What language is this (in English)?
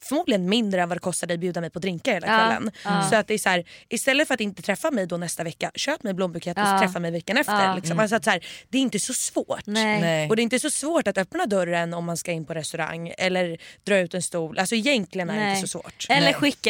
Swedish